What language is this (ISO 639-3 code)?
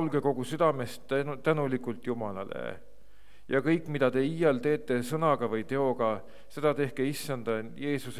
est